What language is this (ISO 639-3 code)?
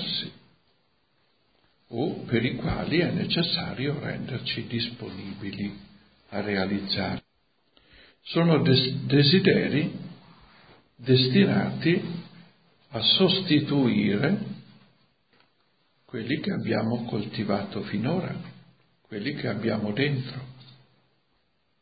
ita